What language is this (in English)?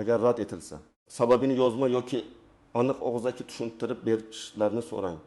Uzbek